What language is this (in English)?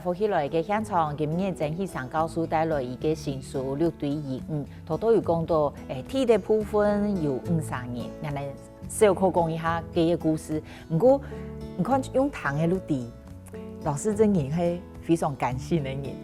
Hakka Chinese